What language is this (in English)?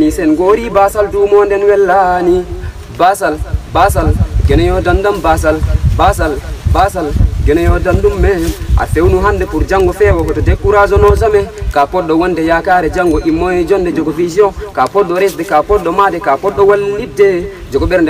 Pular